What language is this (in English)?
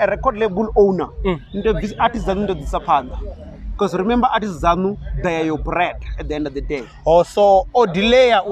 Venda